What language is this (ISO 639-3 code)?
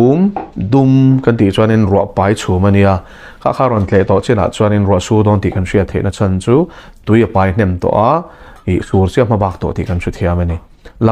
lus